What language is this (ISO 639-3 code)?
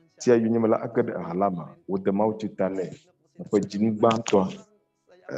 ewe